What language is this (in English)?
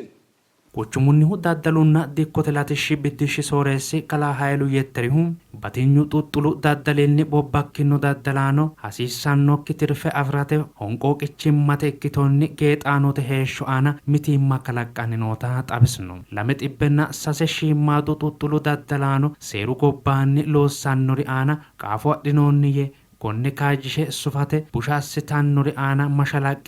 Sidamo